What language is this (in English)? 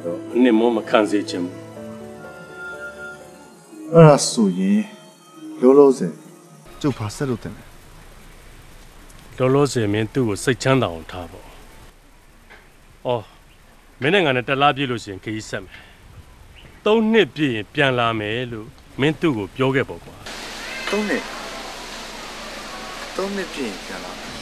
Burmese